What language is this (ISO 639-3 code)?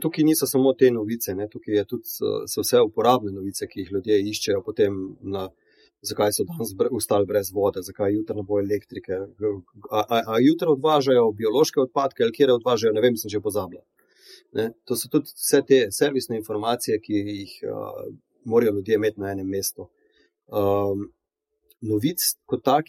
slv